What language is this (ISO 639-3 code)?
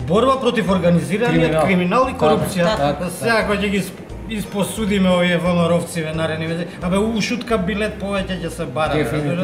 mkd